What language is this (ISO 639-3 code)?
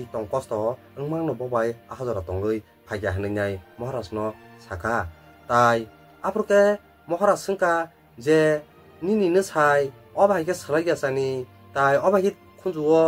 trp